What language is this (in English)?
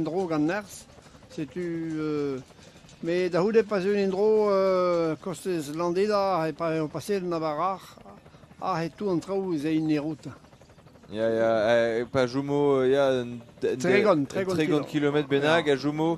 Breton